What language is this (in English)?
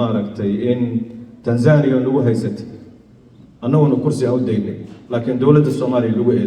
Somali